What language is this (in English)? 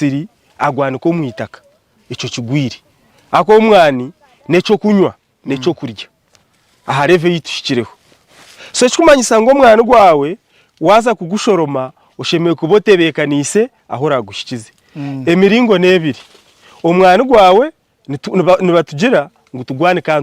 Nyankole